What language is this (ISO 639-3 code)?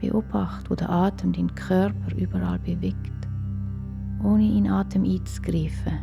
gsw